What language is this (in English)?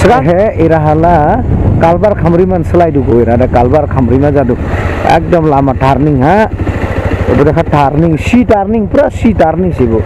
Dimasa